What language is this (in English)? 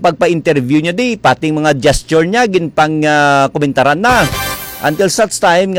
Hiligaynon